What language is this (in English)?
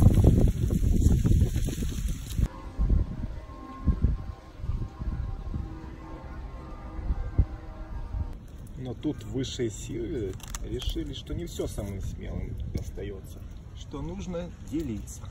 Russian